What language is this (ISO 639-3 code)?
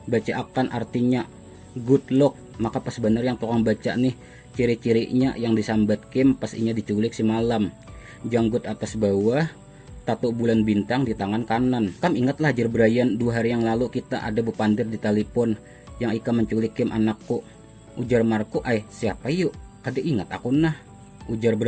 bjn